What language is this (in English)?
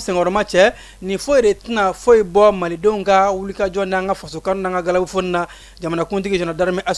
Bambara